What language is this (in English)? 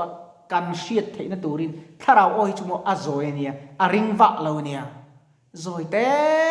Mizo